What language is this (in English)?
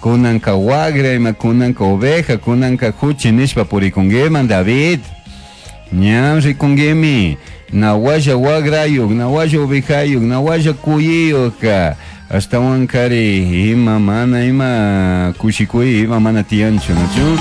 Chimborazo Highland Quichua